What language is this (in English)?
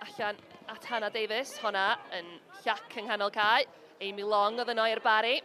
Welsh